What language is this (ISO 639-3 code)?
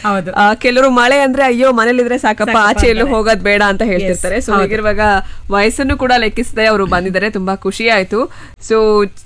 kan